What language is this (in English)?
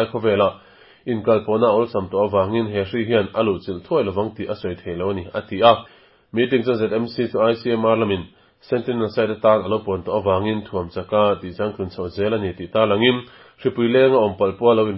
Mizo